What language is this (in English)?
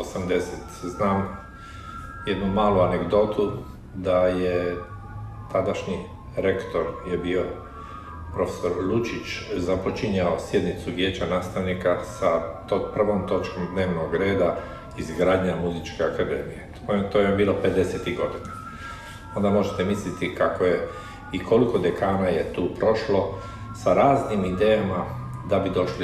Croatian